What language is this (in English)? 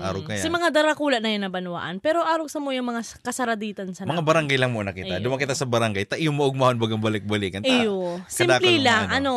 Bikol